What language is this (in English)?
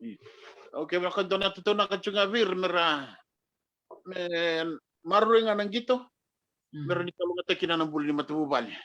Fijian